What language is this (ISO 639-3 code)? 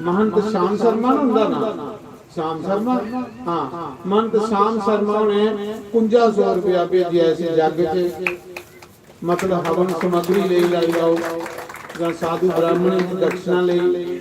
doi